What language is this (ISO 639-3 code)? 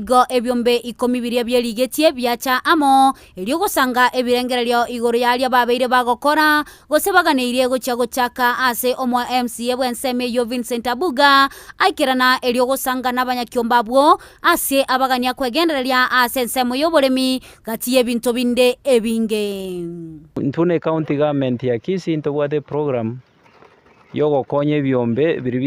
guz